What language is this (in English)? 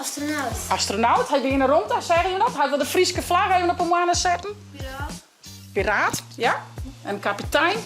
Western Frisian